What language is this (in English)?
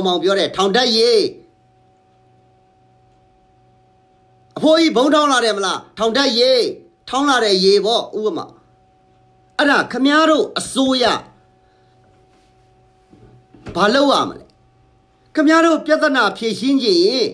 Burmese